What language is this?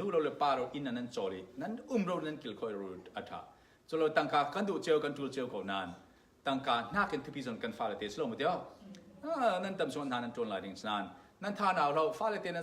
Falam Chin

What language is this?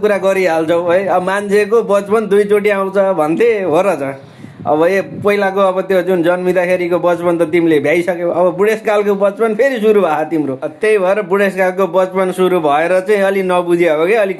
Nepali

